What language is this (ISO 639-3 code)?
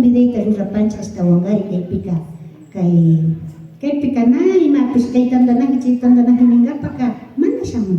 qvi